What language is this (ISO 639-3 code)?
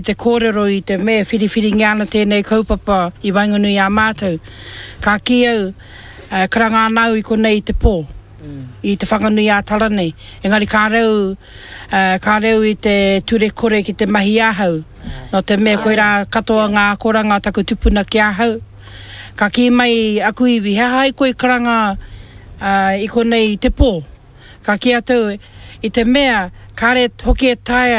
mri